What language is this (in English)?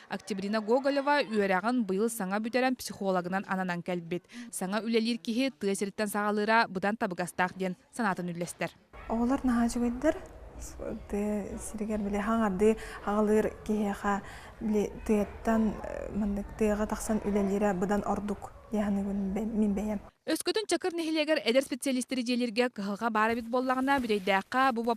Yakut